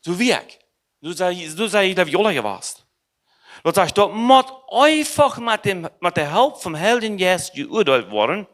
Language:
Plautdietsch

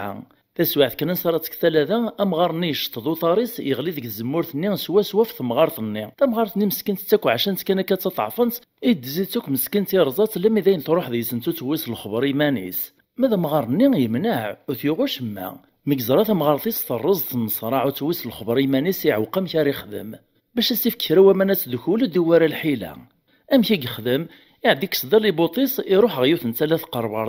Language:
Kabyle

